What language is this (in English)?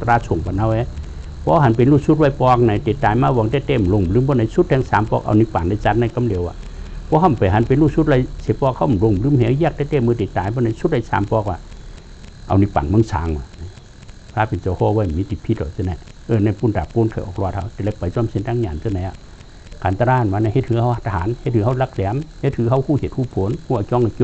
Shan